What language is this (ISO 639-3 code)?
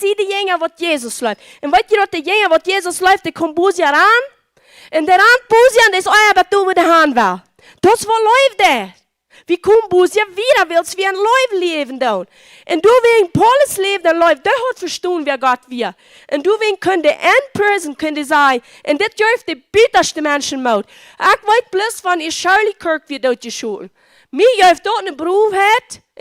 pdt